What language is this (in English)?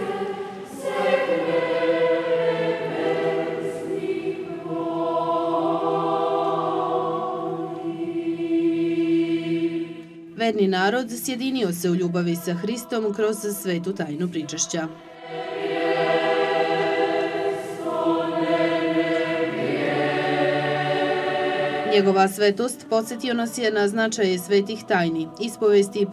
Serbian